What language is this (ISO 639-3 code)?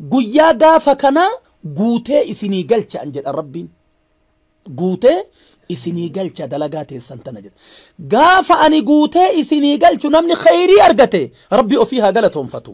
orm